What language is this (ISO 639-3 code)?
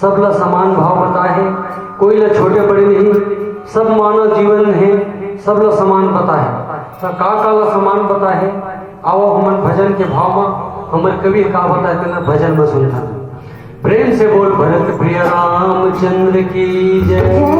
hne